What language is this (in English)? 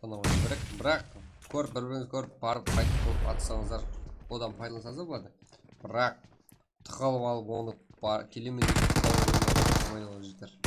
Kara-Kalpak